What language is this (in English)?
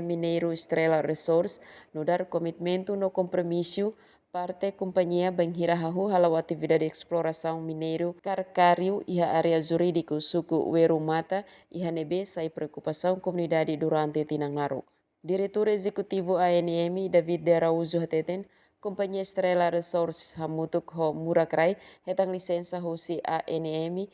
Tetum